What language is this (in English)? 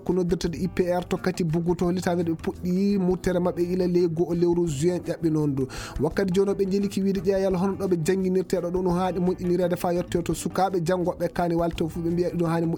Fula